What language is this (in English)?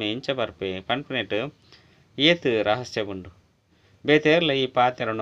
Tulu